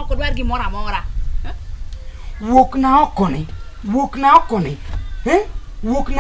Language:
Luo (Kenya and Tanzania)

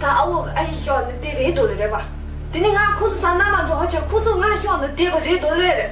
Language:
Tibetan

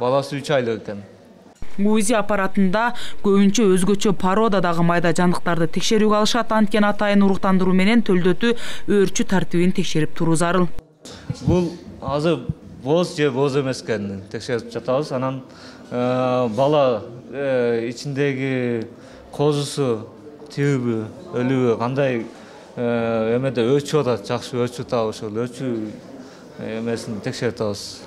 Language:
Kyrgyz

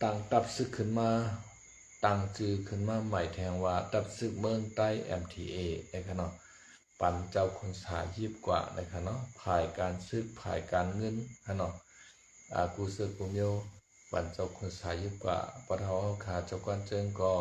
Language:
Shan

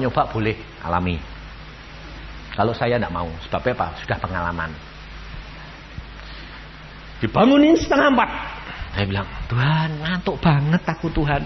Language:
Indonesian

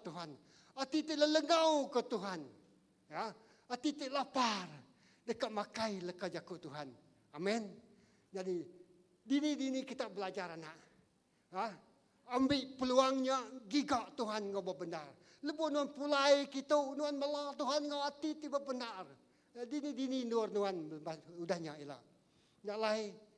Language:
Iban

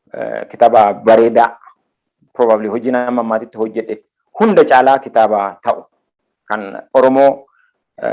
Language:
Oromo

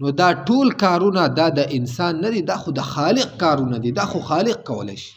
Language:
Pashto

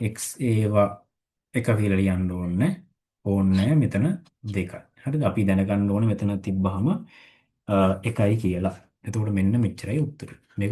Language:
Sinhala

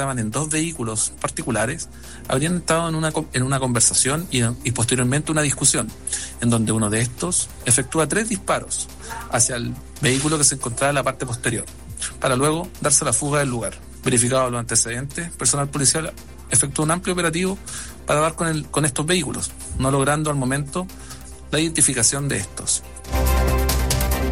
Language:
Spanish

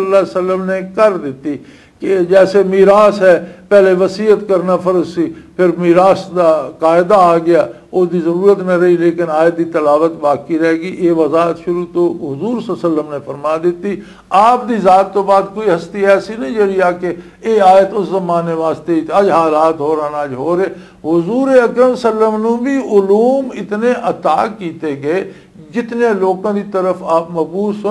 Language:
Western Panjabi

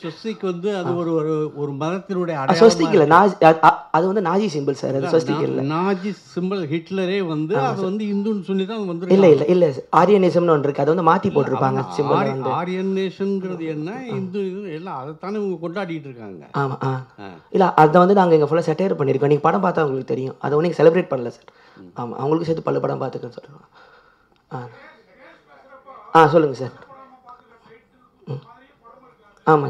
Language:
Tamil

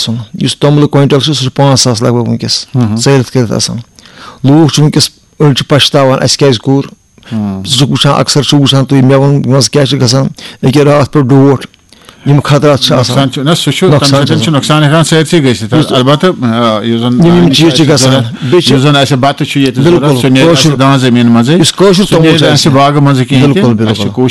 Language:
Kashmiri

